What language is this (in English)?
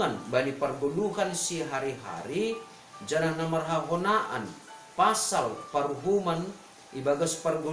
Batak Simalungun